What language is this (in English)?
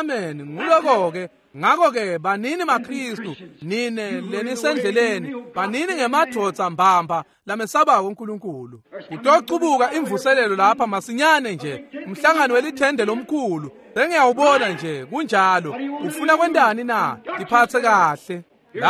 Swati